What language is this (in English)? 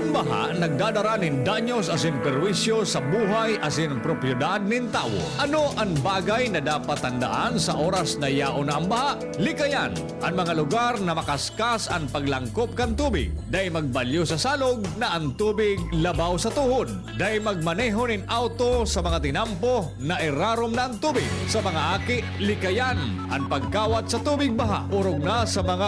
Bikol